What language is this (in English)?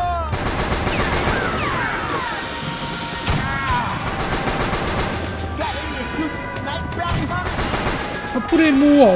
Italian